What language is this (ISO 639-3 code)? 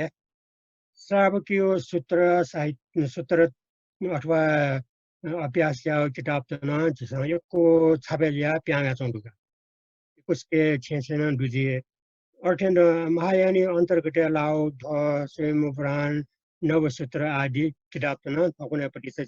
new